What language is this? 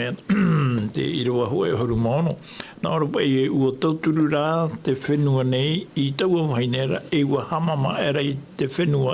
Tahitian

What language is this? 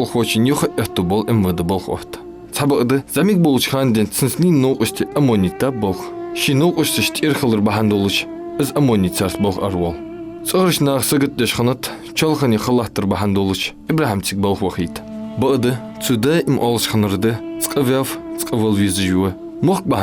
Ingush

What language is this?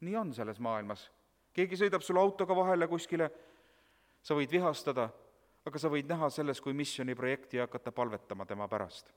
Estonian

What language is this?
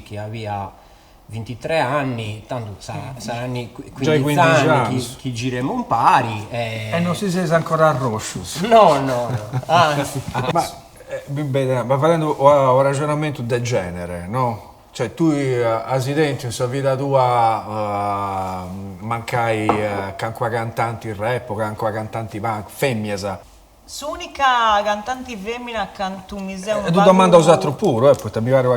Sardinian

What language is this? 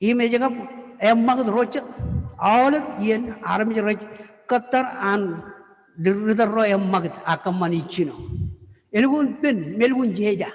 Marshallese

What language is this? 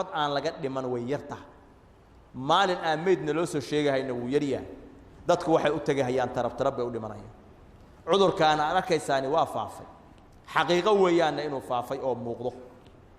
Somali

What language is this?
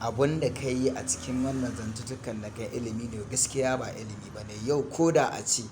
Hausa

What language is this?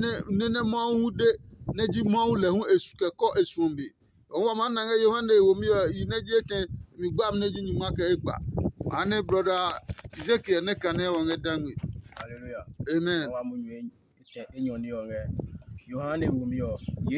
Adangme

